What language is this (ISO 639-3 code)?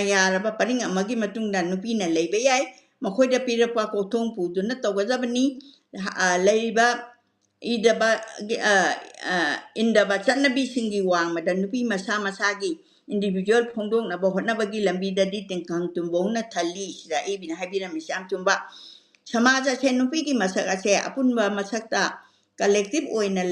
mni